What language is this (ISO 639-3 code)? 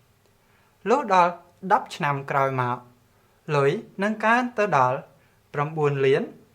khm